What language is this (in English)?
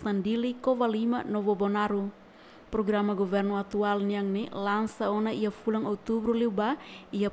Tetum